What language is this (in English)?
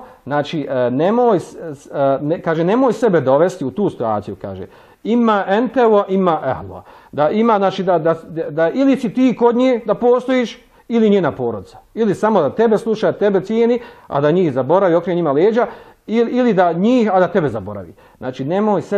Bosnian